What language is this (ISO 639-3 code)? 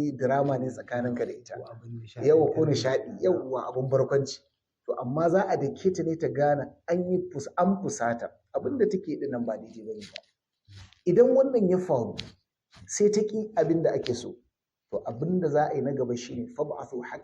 hau